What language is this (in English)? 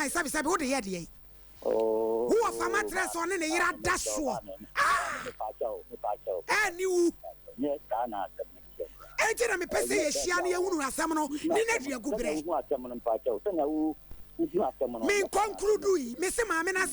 Akan